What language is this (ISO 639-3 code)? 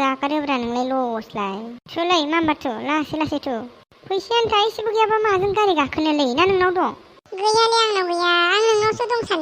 brx